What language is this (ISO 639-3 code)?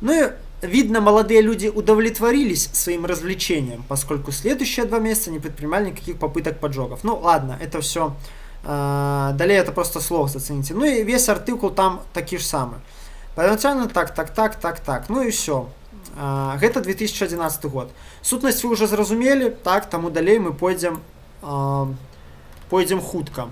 bel